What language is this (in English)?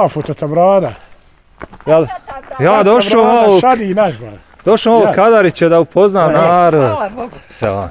Bosnian